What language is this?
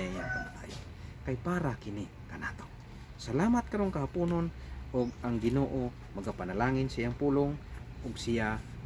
Cebuano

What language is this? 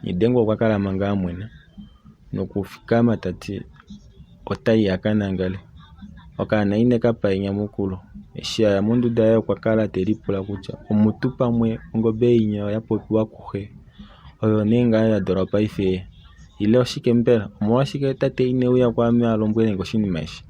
Kuanyama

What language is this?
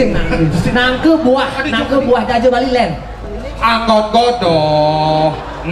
Balinese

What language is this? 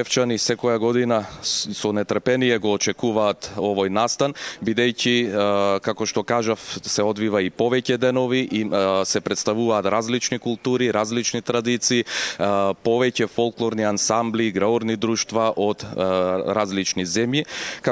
Macedonian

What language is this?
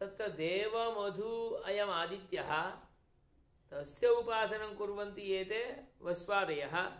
Sanskrit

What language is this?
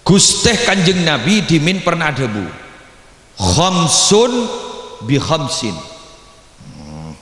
Madurese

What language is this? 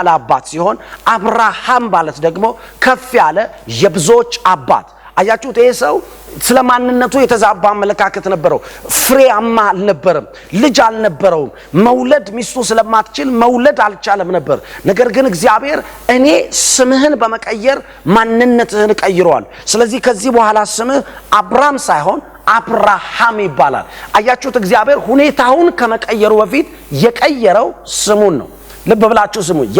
Amharic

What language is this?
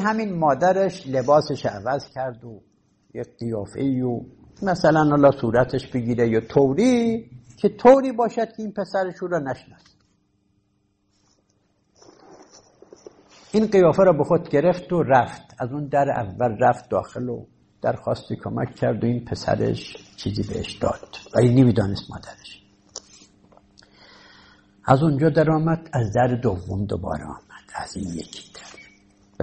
Persian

